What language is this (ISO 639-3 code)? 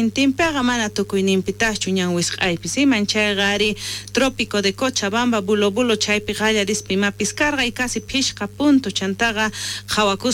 quh